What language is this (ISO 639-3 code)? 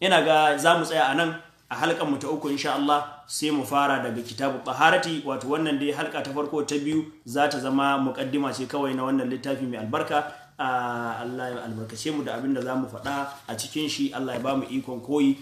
hau